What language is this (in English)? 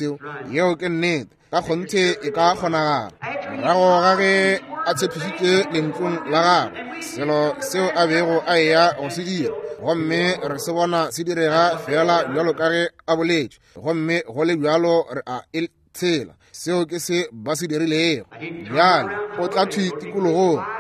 Northern Sotho